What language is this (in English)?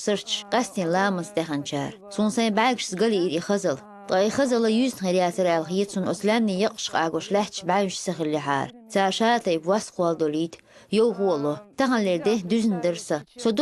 Chechen